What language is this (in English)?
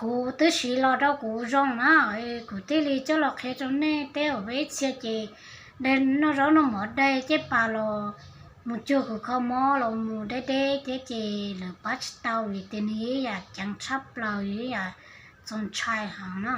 Hmong